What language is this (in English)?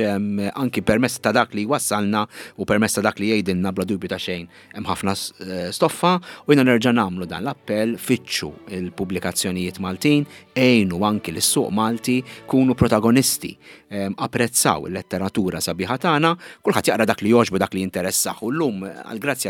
Maltese